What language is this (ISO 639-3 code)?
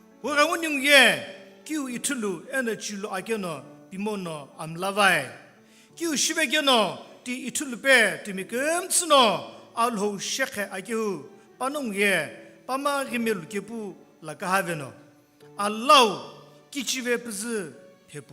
nsm